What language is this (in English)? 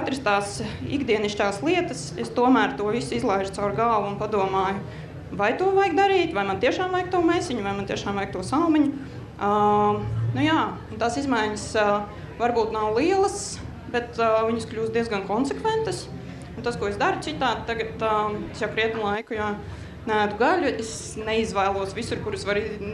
Latvian